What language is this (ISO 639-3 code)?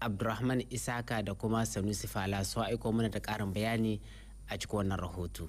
hau